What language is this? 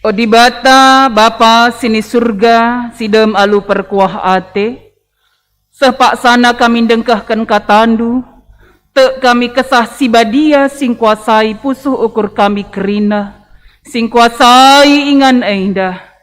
Batak Karo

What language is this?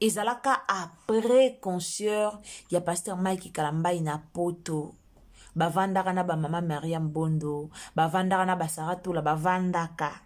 Lingala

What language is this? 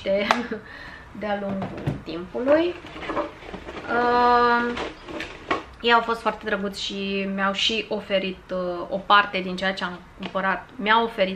Romanian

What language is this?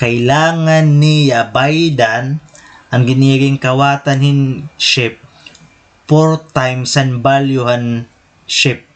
Waray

